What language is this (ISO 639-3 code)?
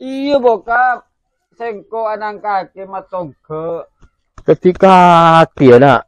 mad